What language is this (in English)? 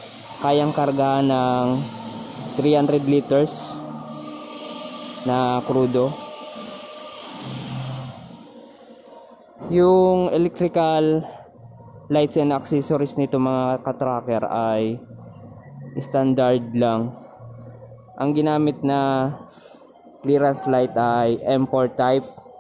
Filipino